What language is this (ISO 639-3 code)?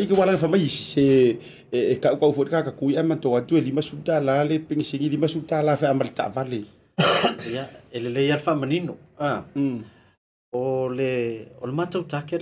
smo